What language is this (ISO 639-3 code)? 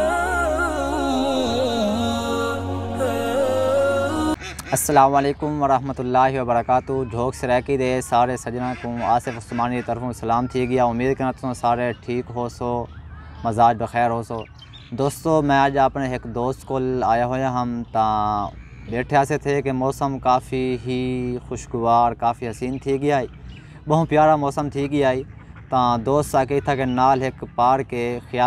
skr